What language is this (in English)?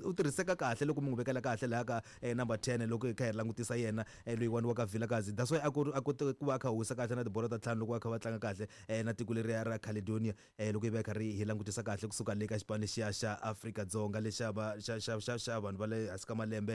Tsonga